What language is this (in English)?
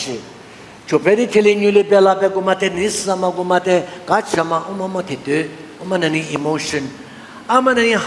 Lisu